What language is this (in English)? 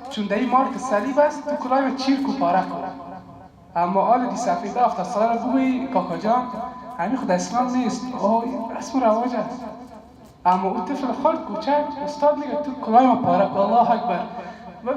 Persian